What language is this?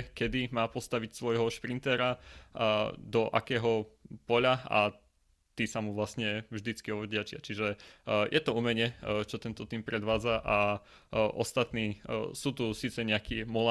Slovak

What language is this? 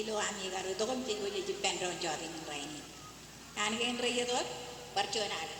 Marshallese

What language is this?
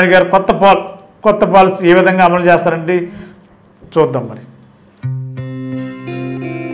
Telugu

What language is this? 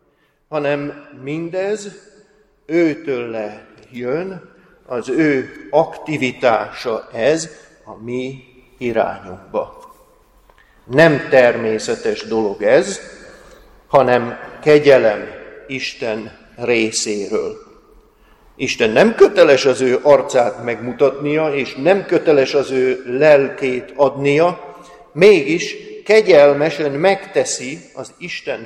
Hungarian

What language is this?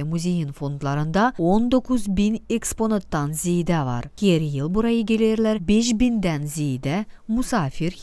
Gagauz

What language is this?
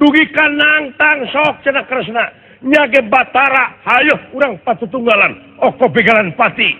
Sundanese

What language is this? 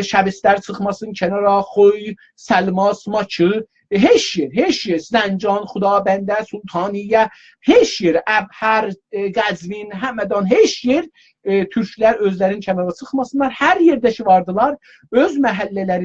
South Azerbaijani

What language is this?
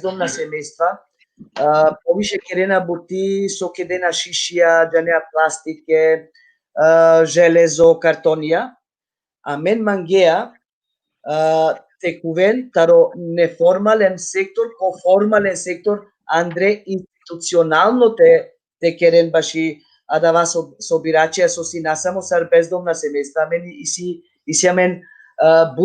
Balkan Romani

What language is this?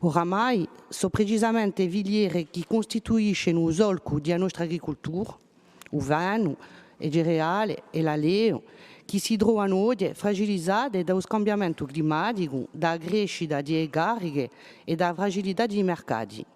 Corsican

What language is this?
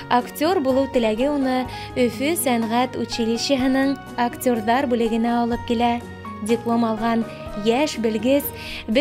Bashkir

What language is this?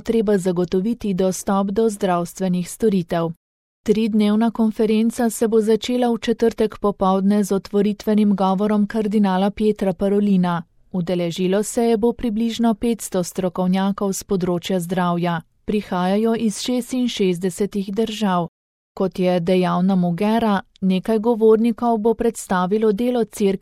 Slovenian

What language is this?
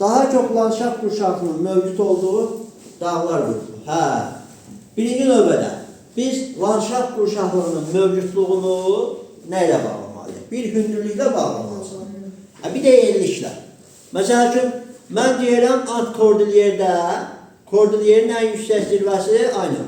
Azerbaijani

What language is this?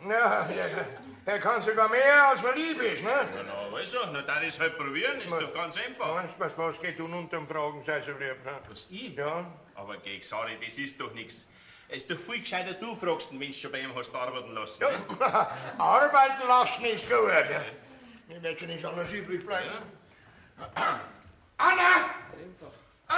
Bavarian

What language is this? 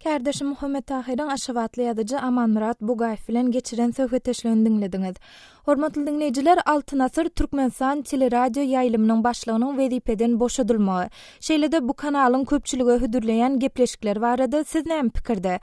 Turkmen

